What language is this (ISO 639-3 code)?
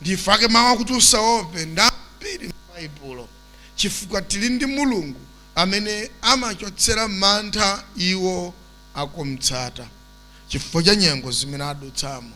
nya